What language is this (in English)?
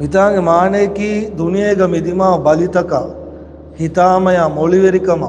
Divehi